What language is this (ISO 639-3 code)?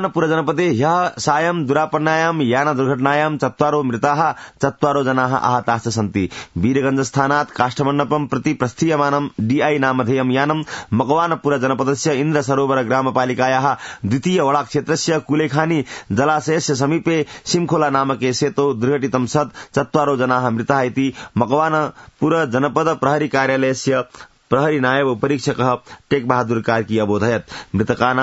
san